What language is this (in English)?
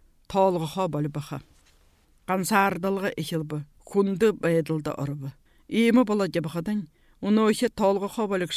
Buriat